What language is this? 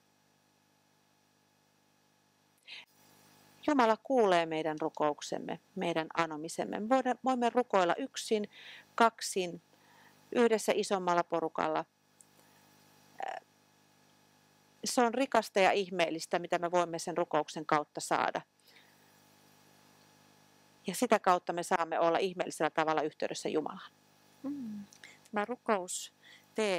Finnish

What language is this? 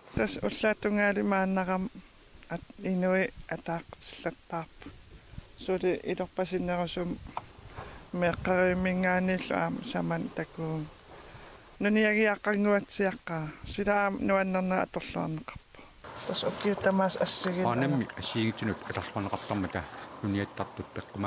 Kalaallisut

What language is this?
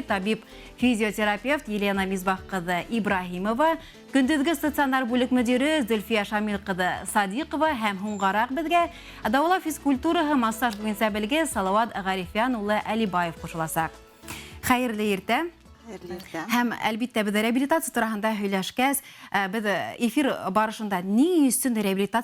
Bashkir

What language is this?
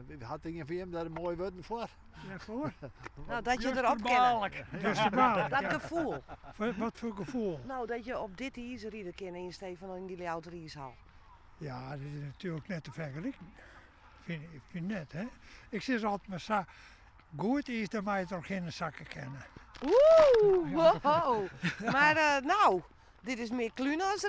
Western Frisian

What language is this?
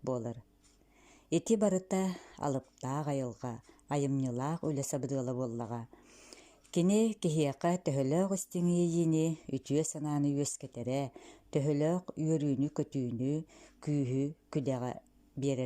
Yakut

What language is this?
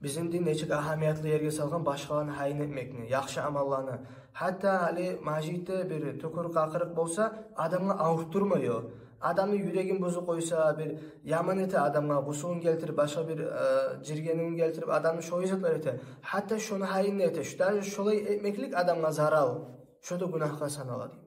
Kumyk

